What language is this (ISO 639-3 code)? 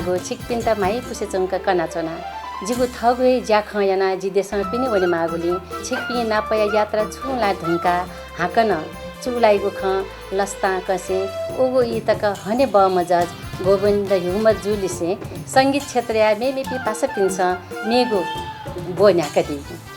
new